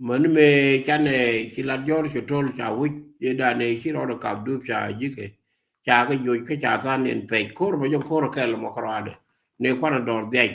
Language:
Nuer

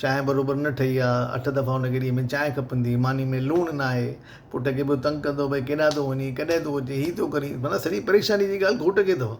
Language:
Sindhi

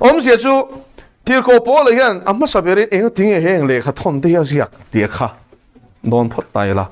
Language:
Mizo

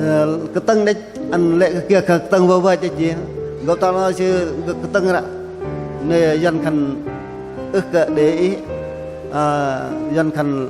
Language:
Bahnar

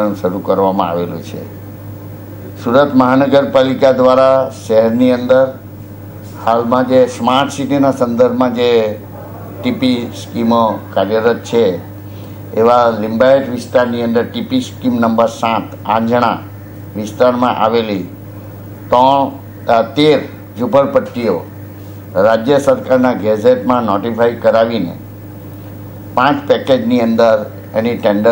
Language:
Gujarati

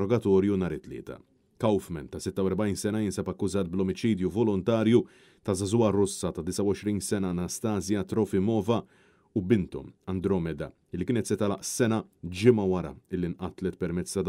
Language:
Maltese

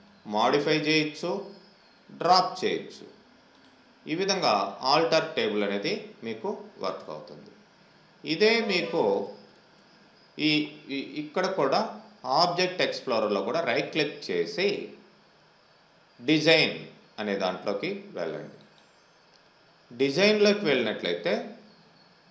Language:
Telugu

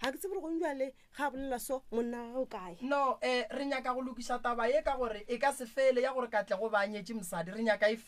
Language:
Northern Sotho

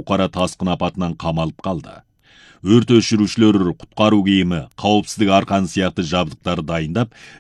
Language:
Kazakh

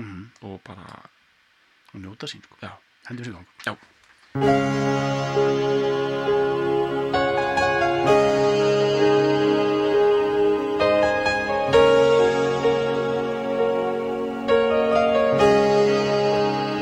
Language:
Icelandic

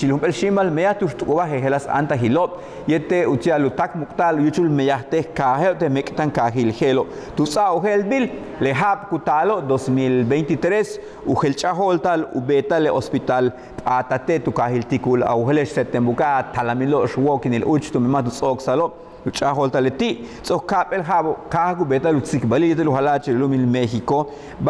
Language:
Yucateco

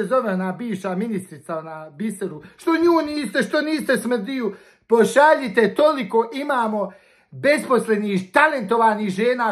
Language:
Bosnian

